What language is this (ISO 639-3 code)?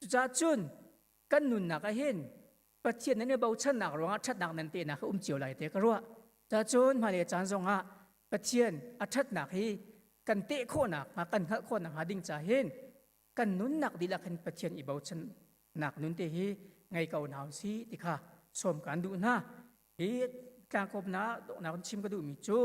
cnh